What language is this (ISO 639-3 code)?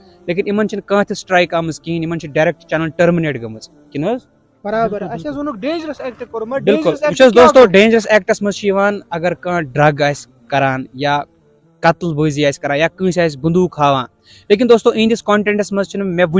kas